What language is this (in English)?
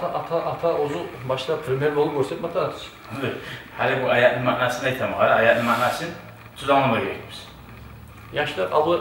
Kumyk